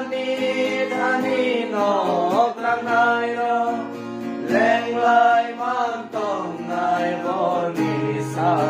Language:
Kok Borok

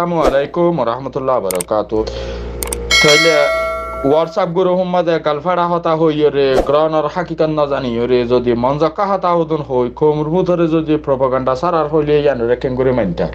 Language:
Rohingya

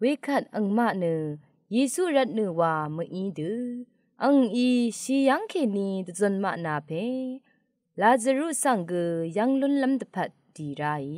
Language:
Rawang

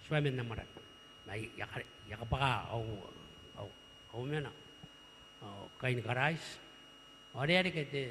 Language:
Gilbertese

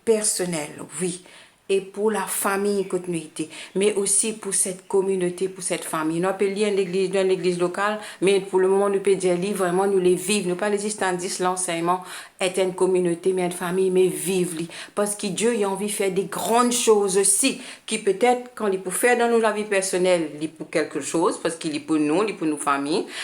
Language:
Morisyen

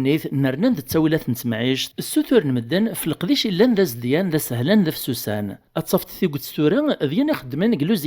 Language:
Kabyle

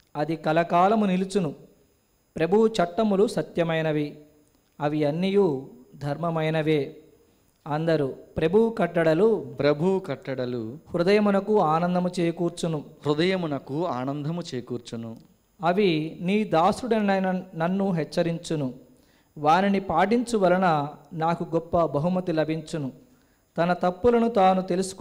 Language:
Telugu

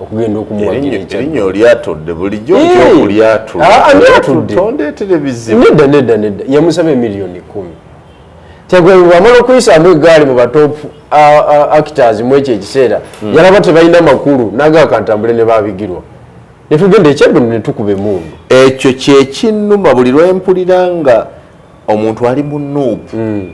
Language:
Ganda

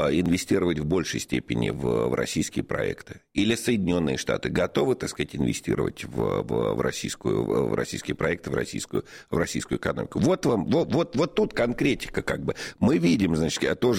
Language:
Russian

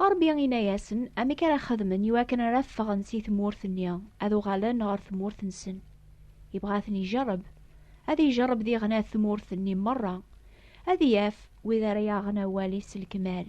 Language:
Kabyle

